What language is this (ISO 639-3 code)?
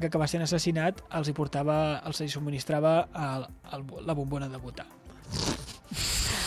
cat